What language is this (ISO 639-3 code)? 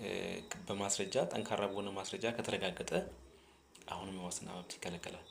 amh